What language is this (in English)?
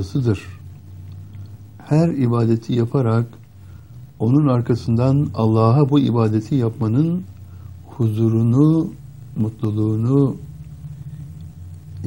Turkish